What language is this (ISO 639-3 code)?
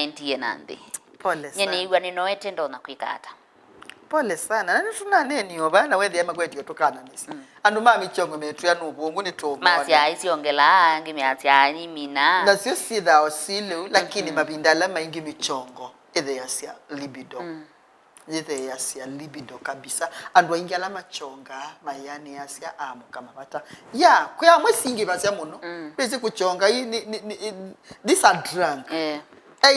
kam